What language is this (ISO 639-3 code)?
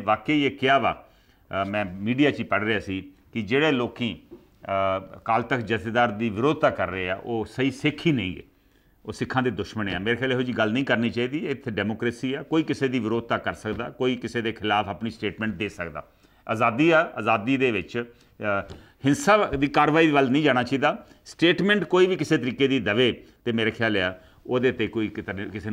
pan